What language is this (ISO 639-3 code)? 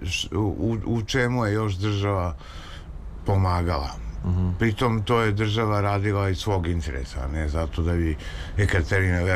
srp